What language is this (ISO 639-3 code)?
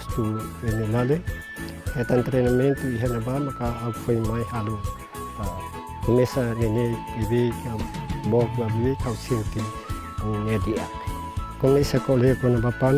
tet